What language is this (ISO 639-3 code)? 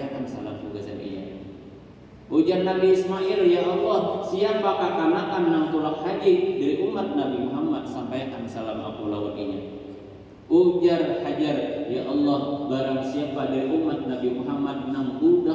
bjn